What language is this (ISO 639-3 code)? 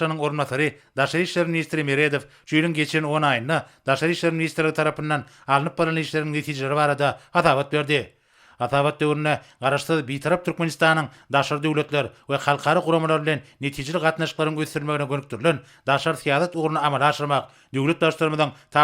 tuk